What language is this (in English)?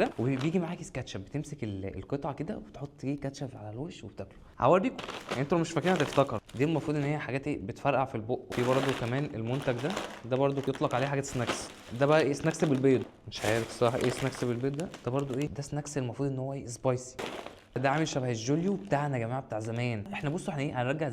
Egyptian Arabic